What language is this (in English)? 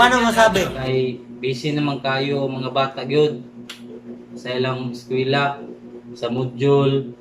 Cebuano